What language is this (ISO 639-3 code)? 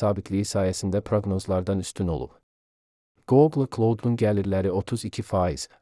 aze